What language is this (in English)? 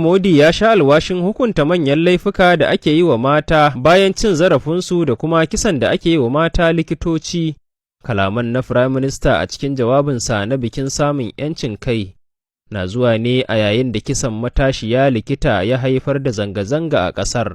Hausa